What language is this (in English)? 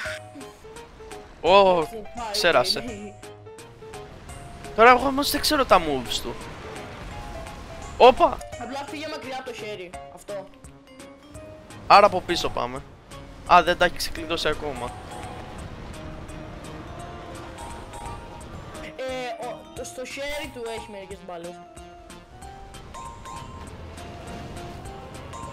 Greek